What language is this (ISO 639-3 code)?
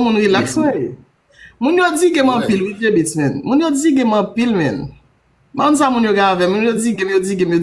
hat